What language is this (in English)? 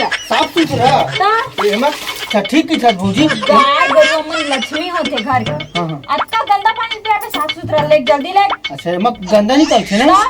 Chhattisgarhi